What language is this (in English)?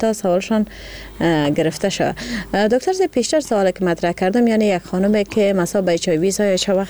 Persian